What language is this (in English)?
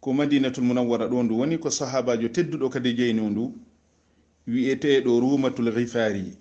Fula